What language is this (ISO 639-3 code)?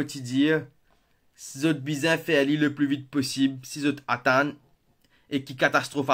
mfe